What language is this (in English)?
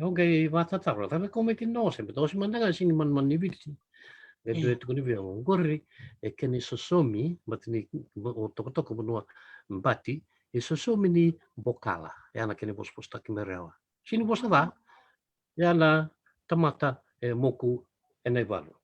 Fijian